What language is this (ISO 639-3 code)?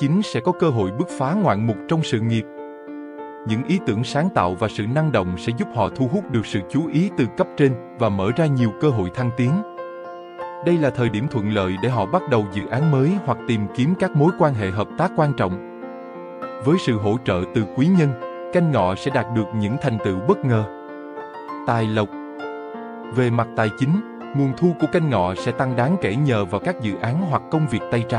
vie